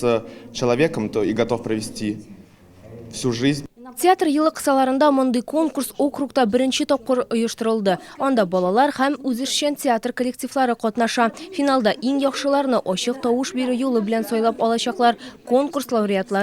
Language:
Tatar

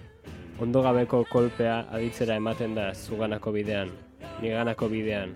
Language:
Basque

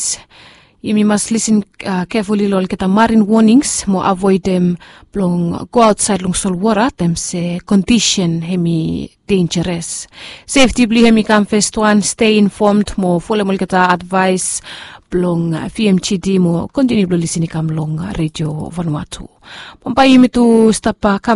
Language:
Bislama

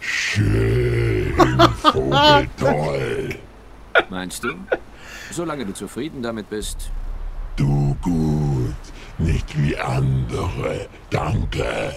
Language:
Swiss German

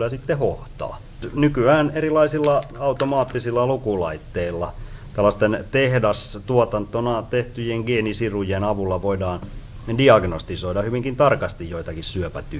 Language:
Finnish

